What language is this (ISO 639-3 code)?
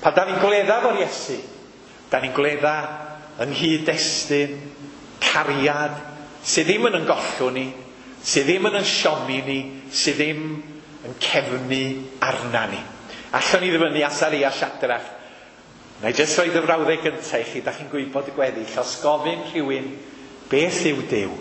cym